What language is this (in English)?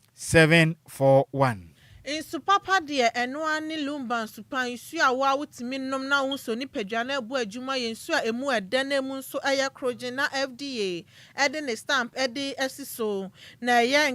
Akan